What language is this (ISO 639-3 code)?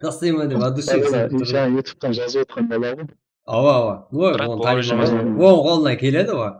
kaa